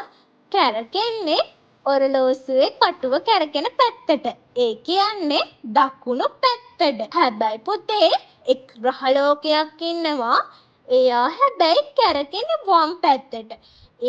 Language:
Sinhala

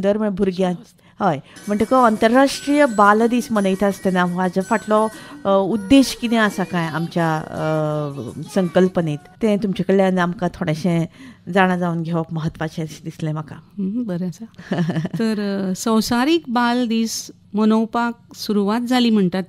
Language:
Konkani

